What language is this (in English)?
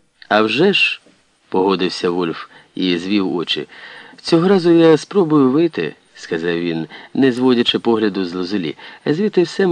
Ukrainian